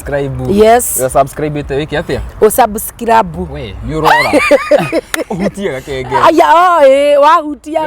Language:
Kikuyu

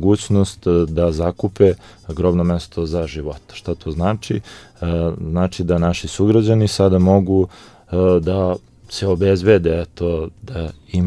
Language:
Serbian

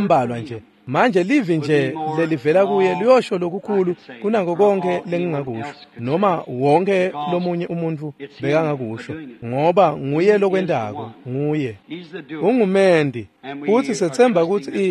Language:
Swati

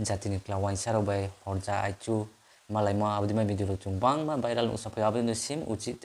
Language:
Kok Borok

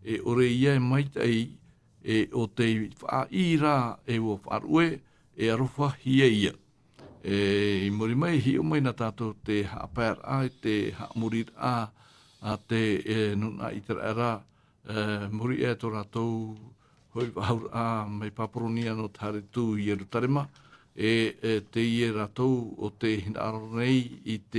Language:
Tahitian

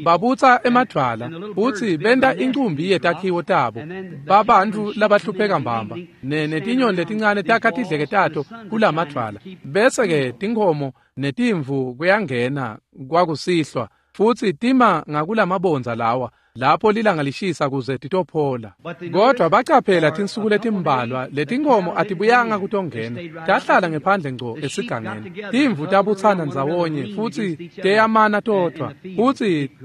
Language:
Swati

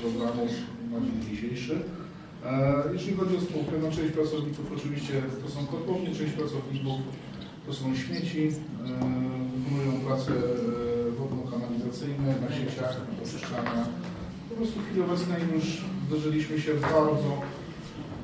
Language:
Polish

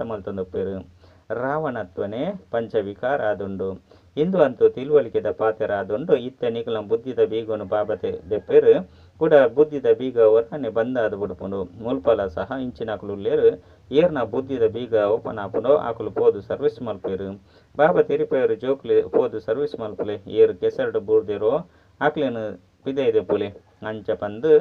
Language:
Tulu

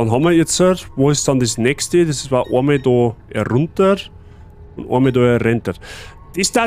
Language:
Bavarian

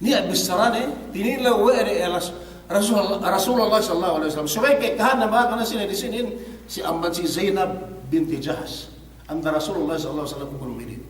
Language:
Yakan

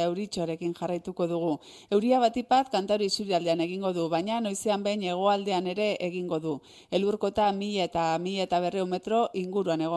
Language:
Basque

